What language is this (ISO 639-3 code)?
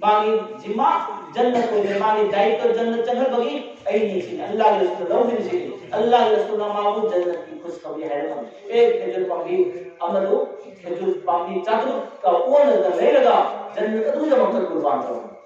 mni